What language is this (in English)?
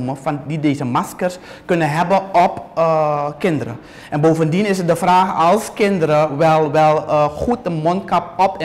Dutch